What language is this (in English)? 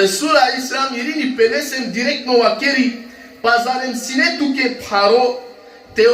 Balkan Romani